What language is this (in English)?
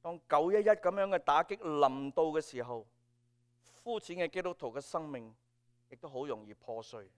Cantonese